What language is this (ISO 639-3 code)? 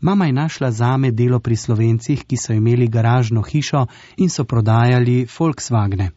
slv